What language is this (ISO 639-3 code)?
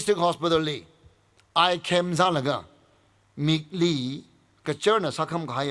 nmf